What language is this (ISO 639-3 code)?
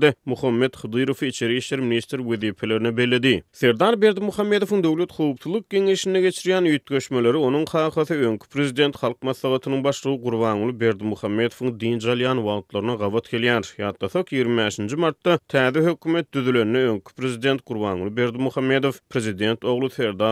tuk